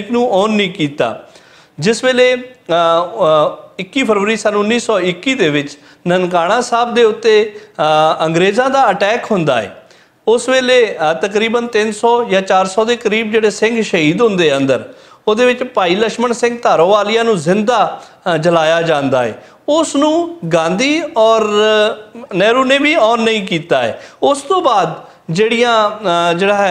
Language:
Western Panjabi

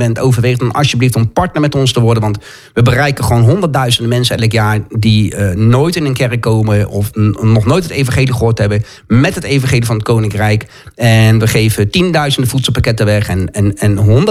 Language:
Dutch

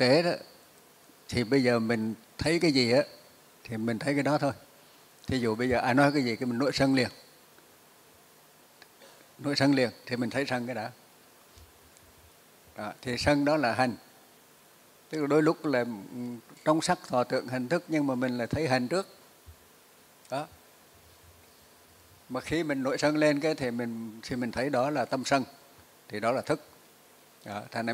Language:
Vietnamese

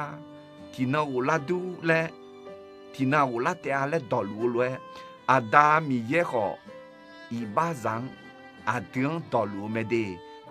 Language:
Akha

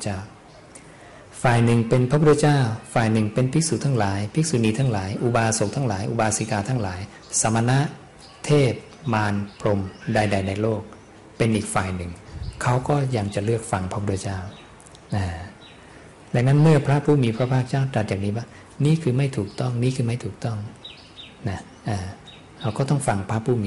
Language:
Thai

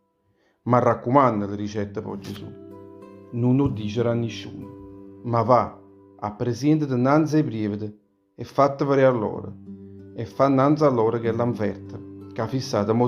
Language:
Neapolitan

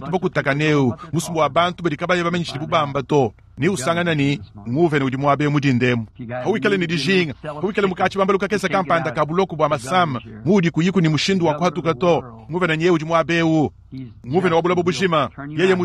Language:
Luba-Lulua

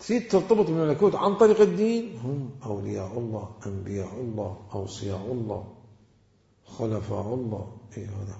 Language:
Mesopotamian Arabic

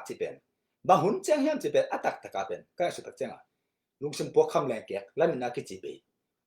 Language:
Tedim Chin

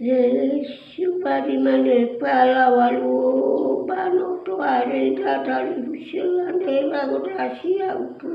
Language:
Nias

